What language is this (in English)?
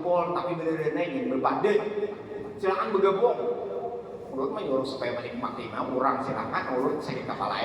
Banjar